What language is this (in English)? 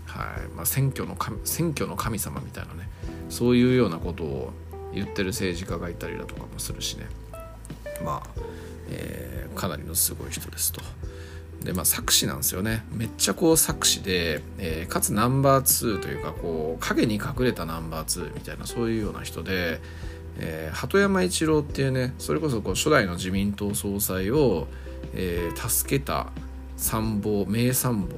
Japanese